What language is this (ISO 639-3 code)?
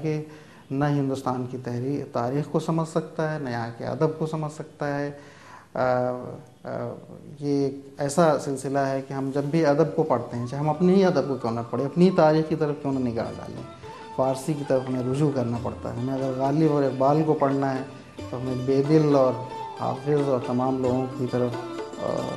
urd